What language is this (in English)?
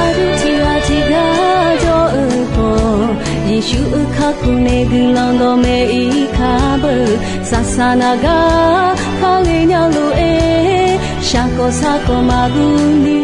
Akha